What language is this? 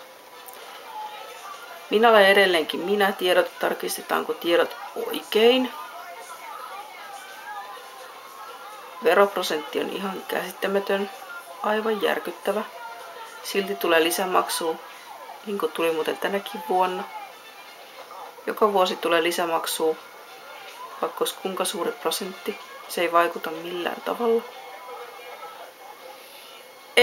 Finnish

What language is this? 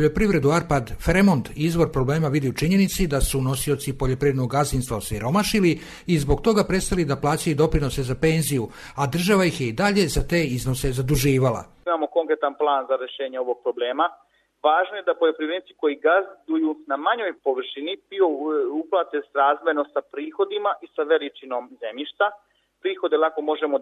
Serbian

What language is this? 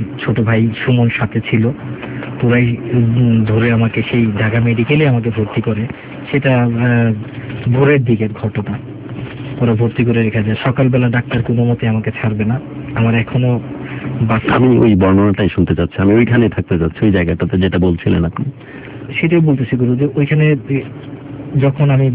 Bangla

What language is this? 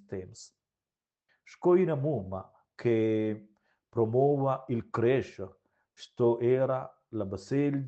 Romansh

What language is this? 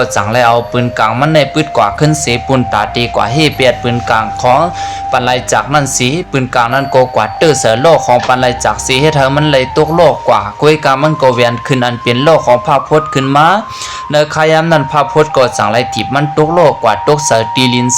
Shan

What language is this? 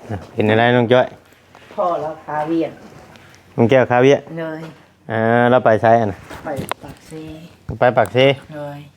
Northeastern Thai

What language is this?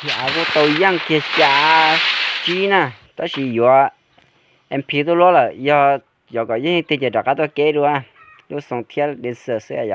Hmong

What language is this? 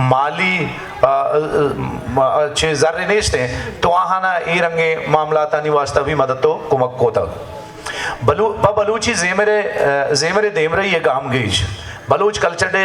Baluchi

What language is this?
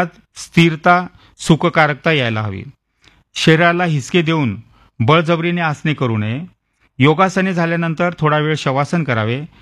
Marathi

